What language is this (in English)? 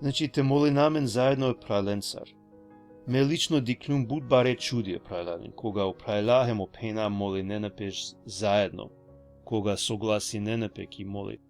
Balkan Romani